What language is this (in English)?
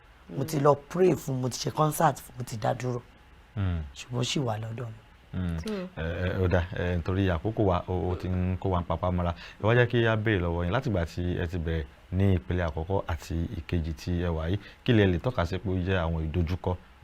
Yoruba